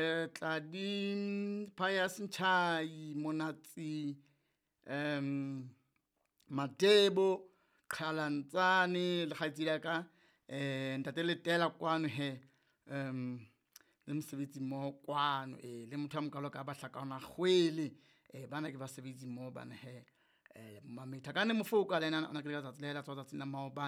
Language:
Southern Sotho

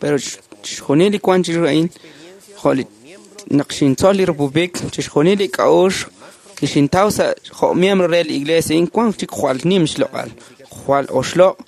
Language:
Kekchí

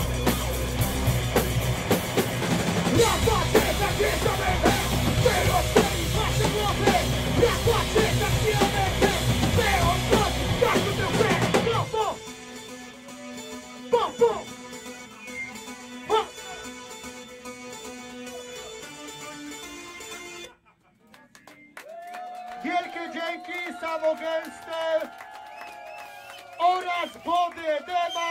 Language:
Polish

